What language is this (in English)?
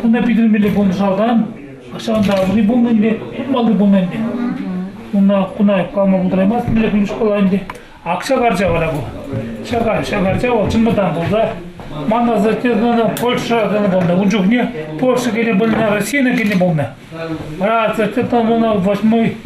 Chuvash